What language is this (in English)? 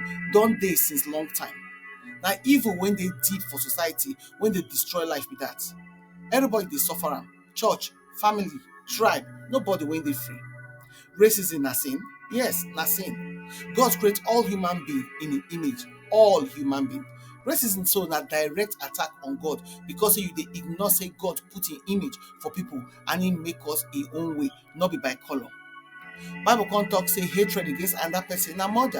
Nigerian Pidgin